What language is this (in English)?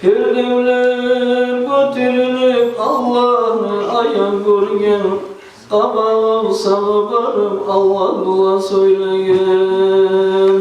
Kumyk